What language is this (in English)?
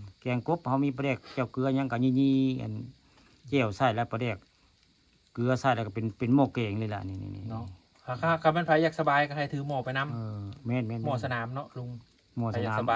Northeastern Thai